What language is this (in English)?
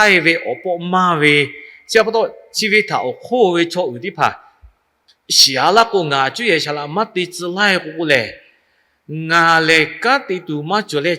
Lahu